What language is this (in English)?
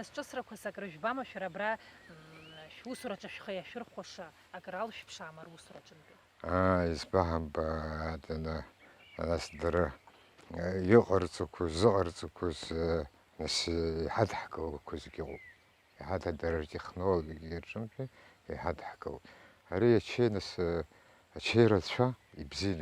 Abkhazian